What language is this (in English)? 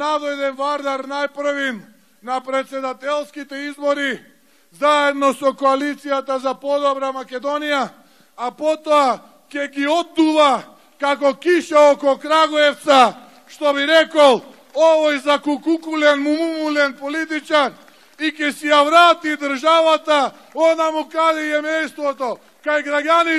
Macedonian